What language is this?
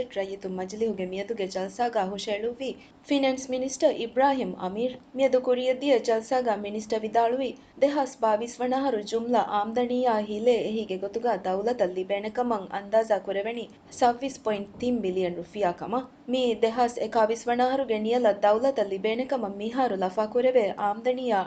Divehi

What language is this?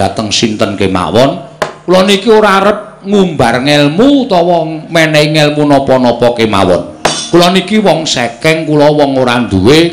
Javanese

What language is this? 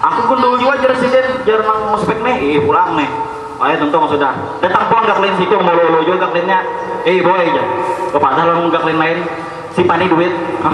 Banjar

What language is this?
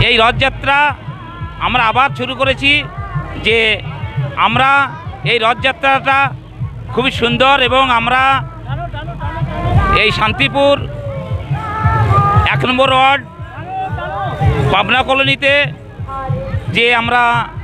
Bangla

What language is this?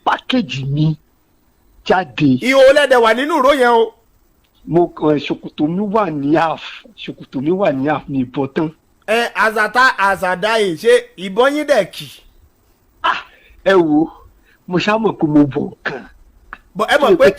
Yoruba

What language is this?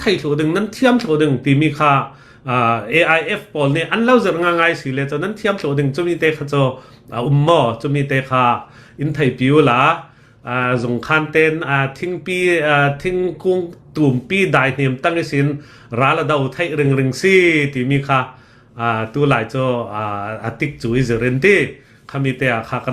Hakha Chin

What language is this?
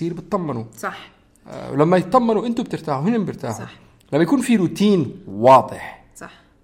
North Levantine Arabic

